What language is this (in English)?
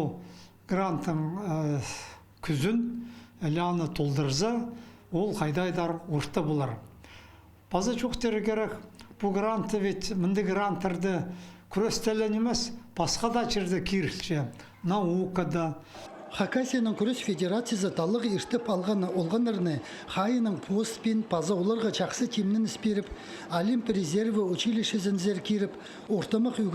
Khakas